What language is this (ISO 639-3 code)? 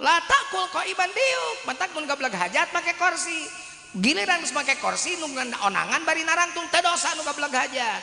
sun